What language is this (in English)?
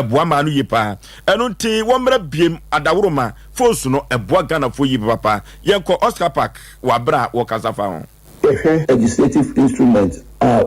Akan